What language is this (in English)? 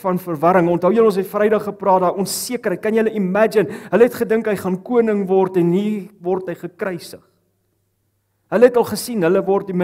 Afrikaans